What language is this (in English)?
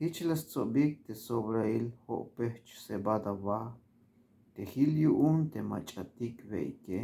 Tzeltal